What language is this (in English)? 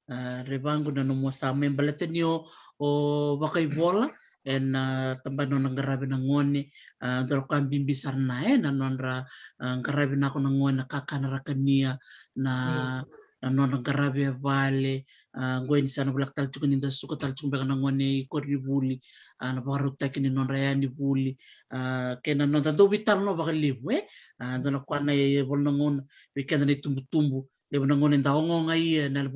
Fijian